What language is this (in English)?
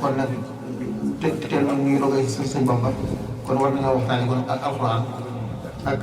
Wolof